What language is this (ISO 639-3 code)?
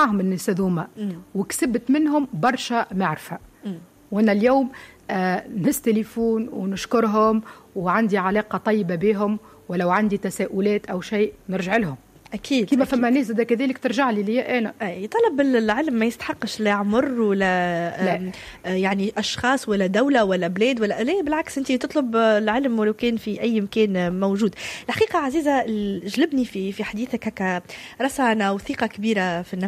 aeb